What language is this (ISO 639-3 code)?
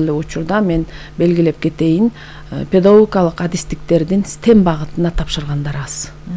kir